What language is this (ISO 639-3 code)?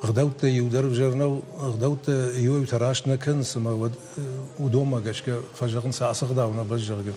oss